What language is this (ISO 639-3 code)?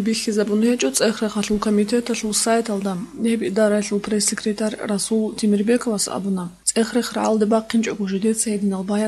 ava